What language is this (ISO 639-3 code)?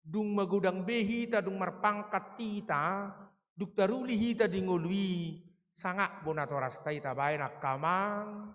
bbc